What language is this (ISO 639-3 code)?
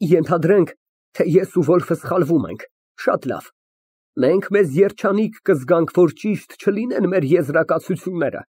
hye